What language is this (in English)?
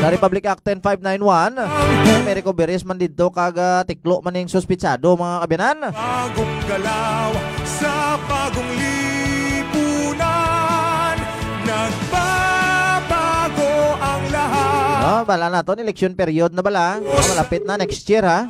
Hiligaynon